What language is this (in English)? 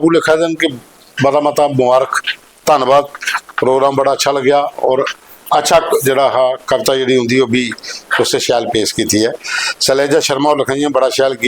Dogri